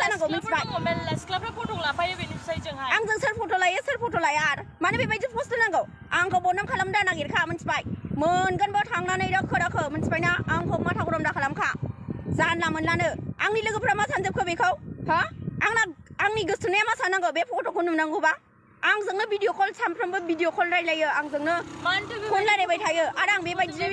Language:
Bodo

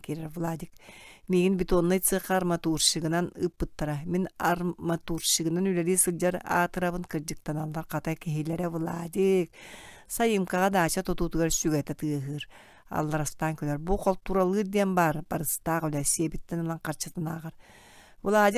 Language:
Yakut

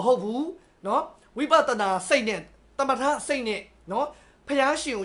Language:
Burmese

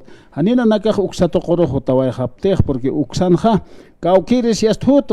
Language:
Aymara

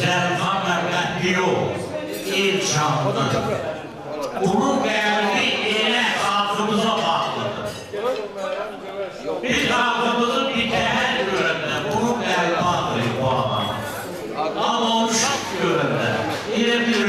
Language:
Azerbaijani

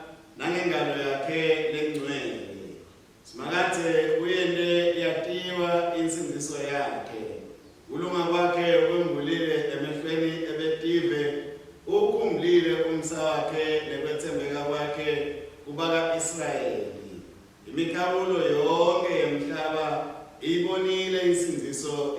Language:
Swati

